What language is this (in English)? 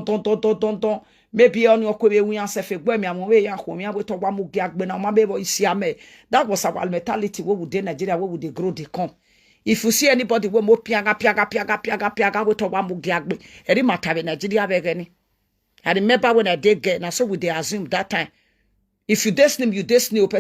Nigerian Pidgin